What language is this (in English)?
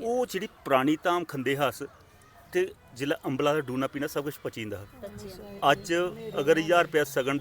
Dogri